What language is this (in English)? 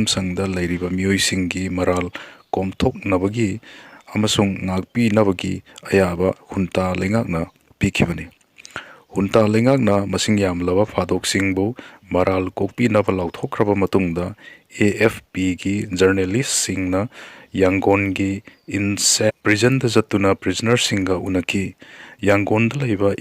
Manipuri